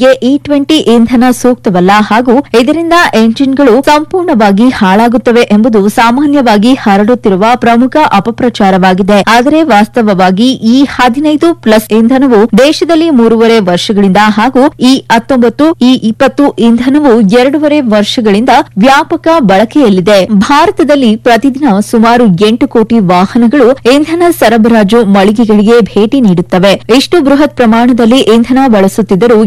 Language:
Kannada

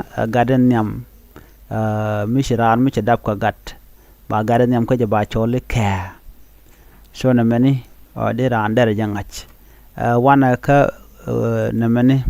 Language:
Nuer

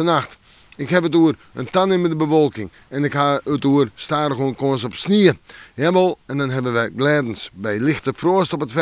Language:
Western Frisian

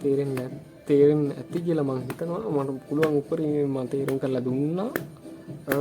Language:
Sinhala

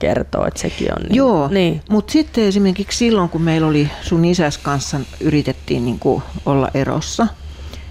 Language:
Finnish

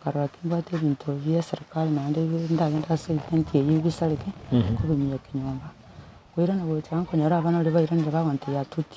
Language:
Gusii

